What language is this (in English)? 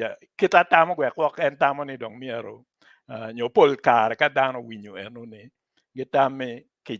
Acoli